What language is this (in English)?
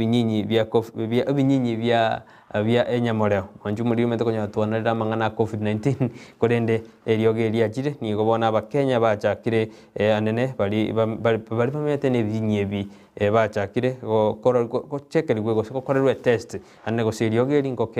Gusii